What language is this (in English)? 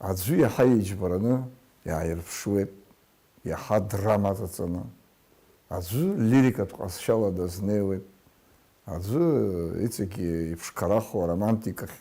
Abkhazian